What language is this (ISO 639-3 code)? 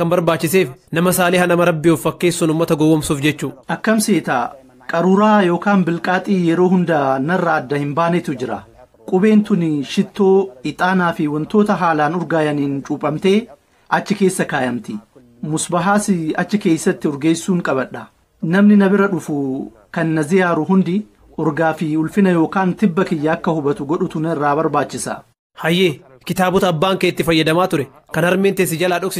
orm